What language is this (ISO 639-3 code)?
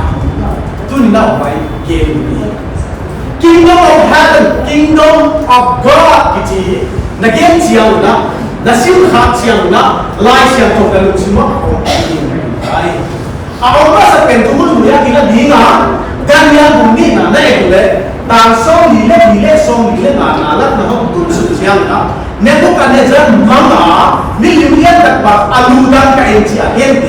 pck